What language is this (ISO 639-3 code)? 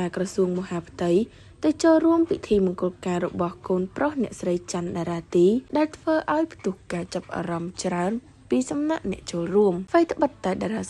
khm